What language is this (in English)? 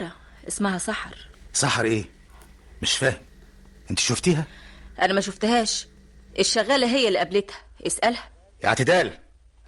Egyptian Arabic